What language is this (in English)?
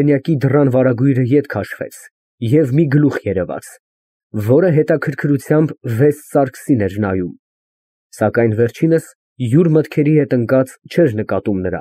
Armenian